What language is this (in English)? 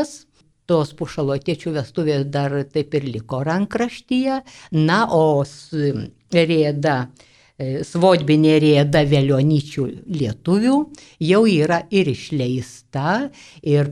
Lithuanian